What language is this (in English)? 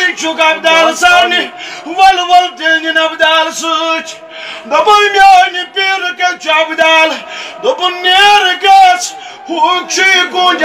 Kashmiri